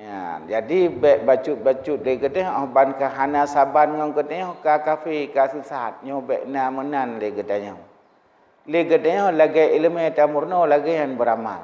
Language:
Achinese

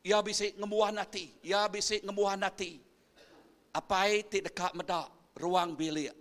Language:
Iban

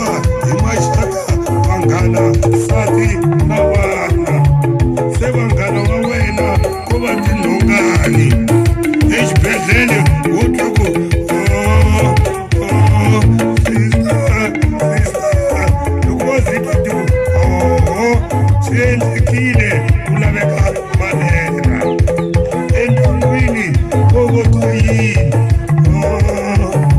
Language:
Tsonga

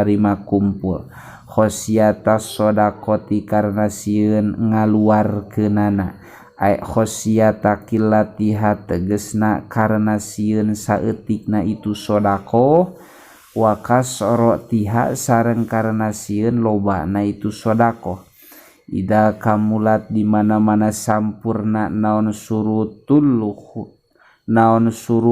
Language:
Sundanese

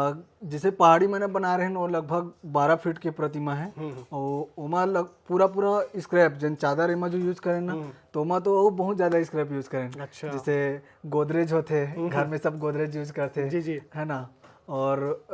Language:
Chhattisgarhi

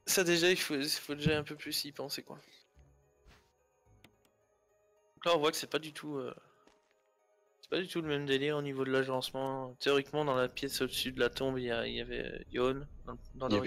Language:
French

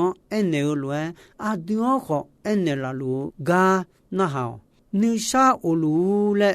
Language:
Akha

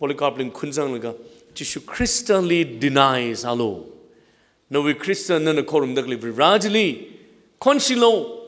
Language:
Tangkhul Naga (India)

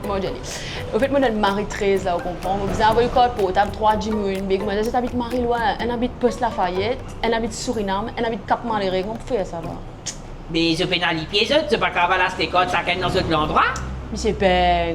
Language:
Morisyen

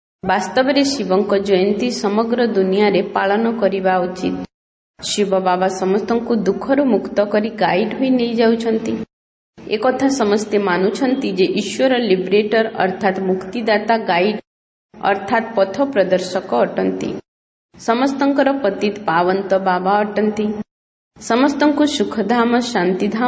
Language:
Odia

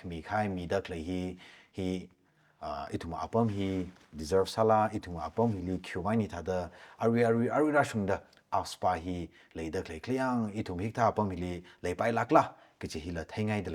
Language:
Tangkhul Naga (India)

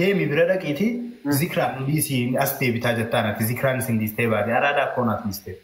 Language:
Oromo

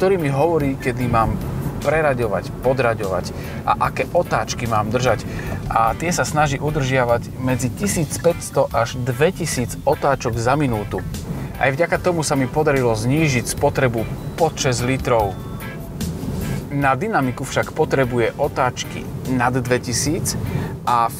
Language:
Slovak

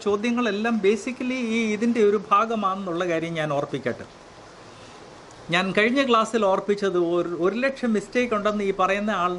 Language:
Malayalam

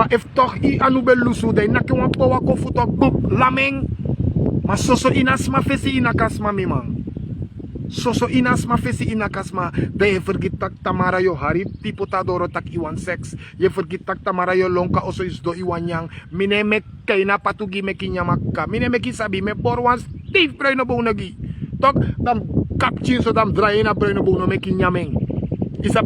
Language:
Sranan Tongo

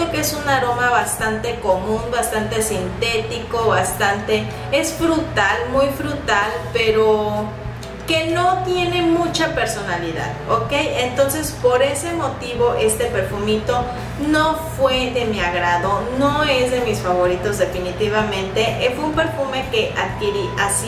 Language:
Spanish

